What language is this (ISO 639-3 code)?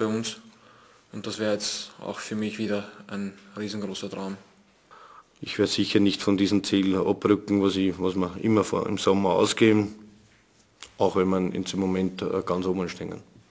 deu